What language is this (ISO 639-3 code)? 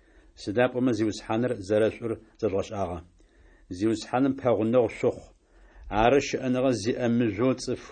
ady